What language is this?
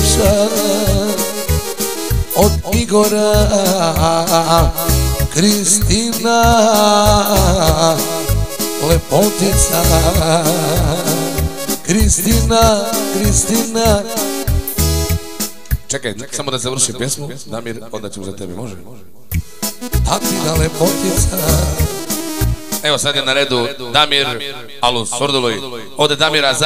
Bosnian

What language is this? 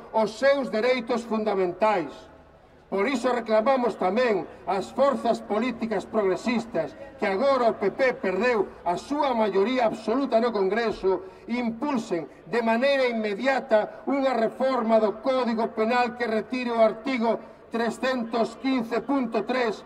Galician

